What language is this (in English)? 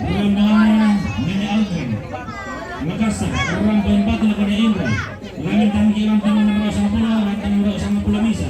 Toraja-Sa'dan